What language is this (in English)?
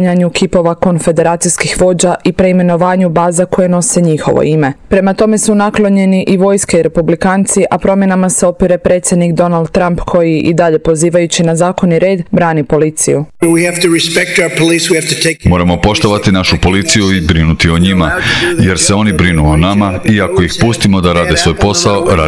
Croatian